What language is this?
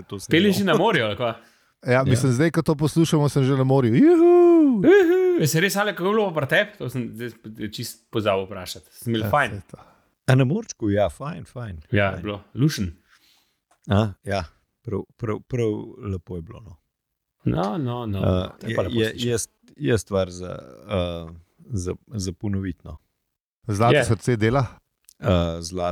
Slovenian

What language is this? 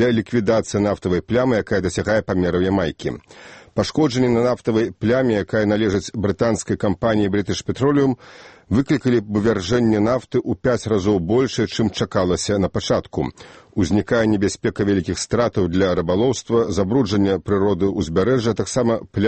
Belarusian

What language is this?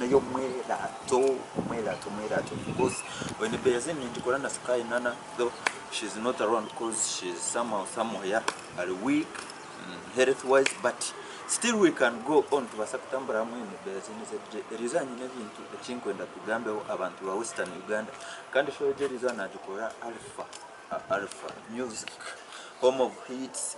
Nyankole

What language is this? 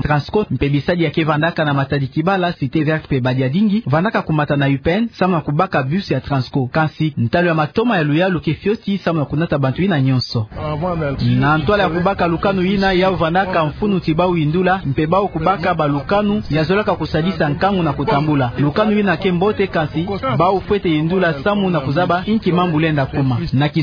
Kituba (Democratic Republic of Congo)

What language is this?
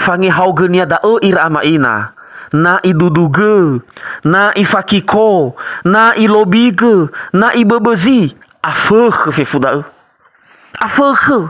Nias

